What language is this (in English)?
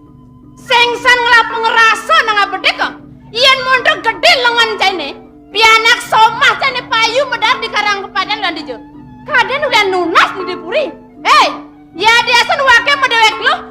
Balinese